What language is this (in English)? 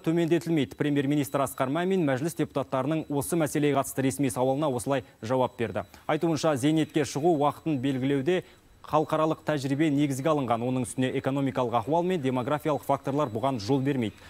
Kazakh